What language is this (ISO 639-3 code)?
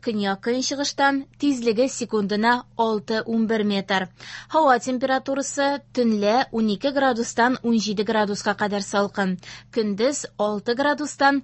tat